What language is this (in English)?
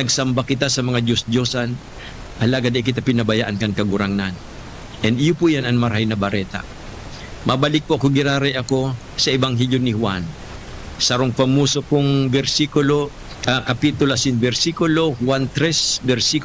Bikol